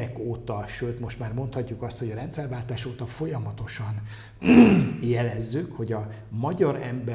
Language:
Hungarian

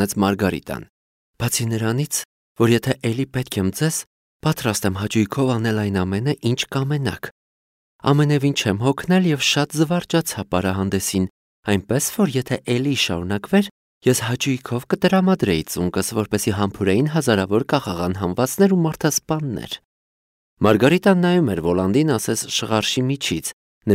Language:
Armenian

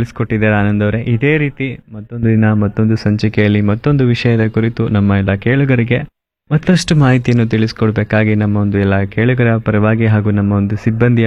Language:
Kannada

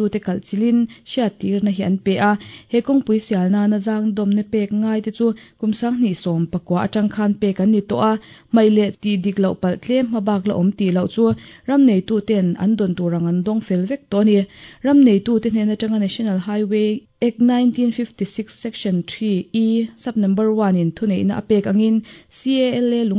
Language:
Mizo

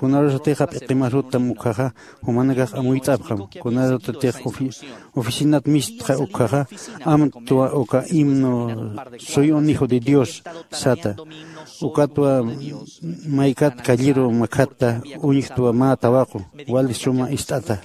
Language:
Aymara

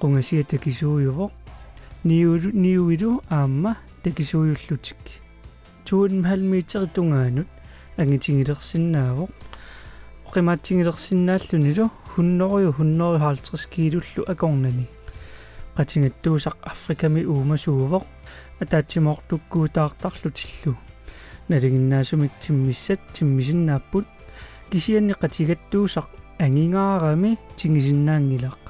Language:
Kalaallisut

